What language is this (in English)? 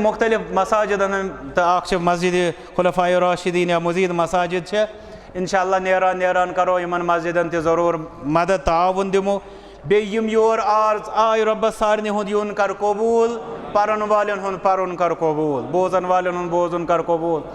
Kashmiri